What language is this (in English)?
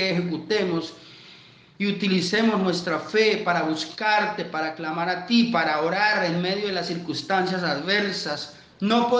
Spanish